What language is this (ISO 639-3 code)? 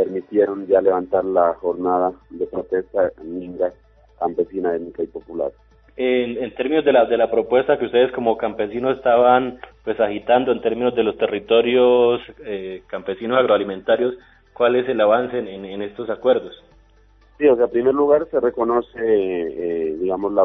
spa